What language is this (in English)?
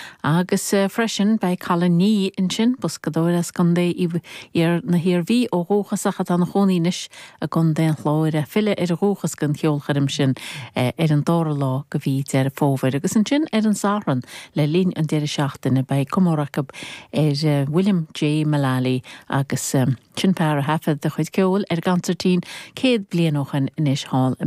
Irish